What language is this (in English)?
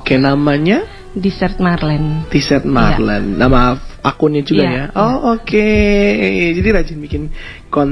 Indonesian